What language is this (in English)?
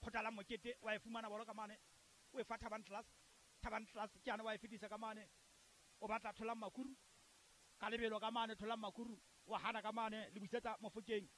Southern Sotho